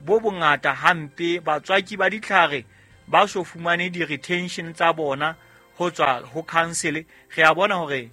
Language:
Southern Sotho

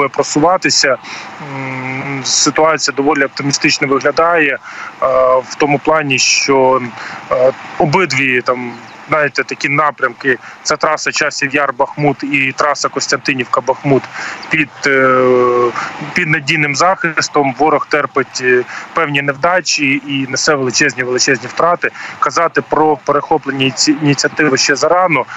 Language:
Ukrainian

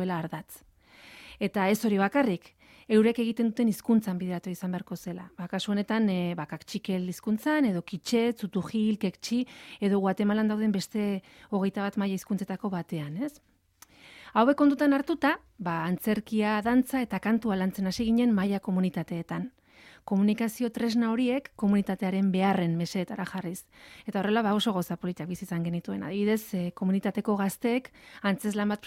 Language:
Basque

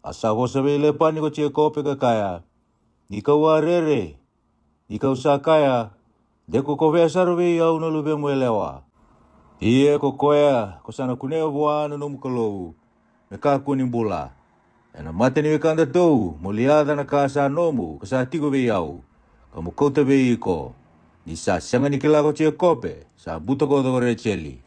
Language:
Fijian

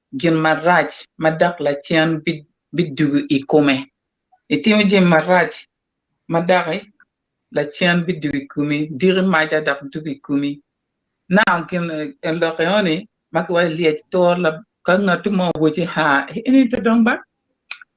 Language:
Acoli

